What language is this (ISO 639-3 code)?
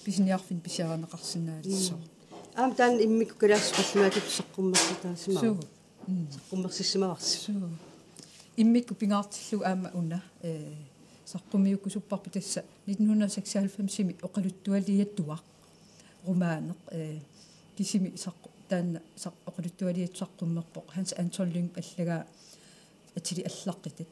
kal